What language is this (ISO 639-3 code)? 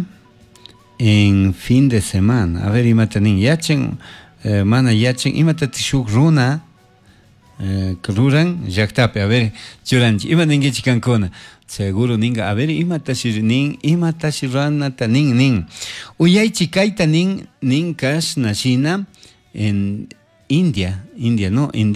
qug